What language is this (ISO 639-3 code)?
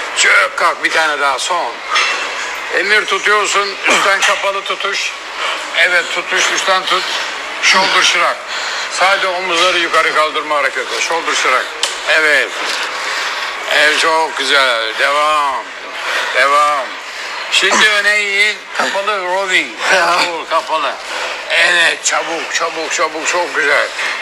tur